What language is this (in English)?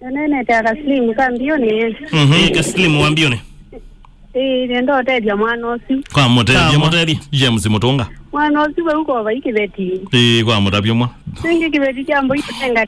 Kamba